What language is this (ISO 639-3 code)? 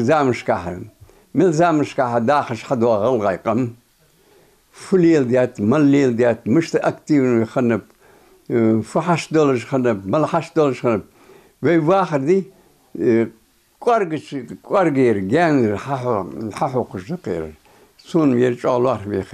inh